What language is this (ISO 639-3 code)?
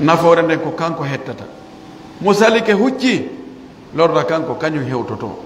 fuf